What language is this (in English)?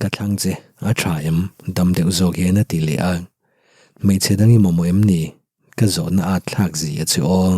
Mizo